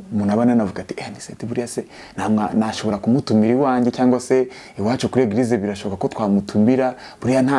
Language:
Kinyarwanda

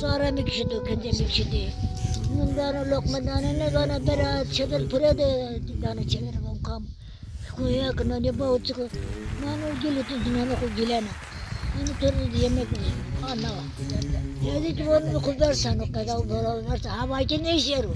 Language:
Zaza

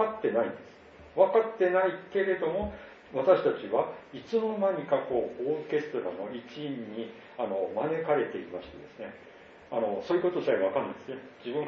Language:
Japanese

